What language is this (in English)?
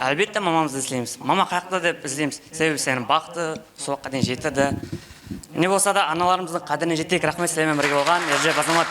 Kara-Kalpak